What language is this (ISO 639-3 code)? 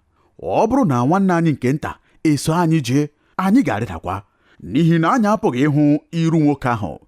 ibo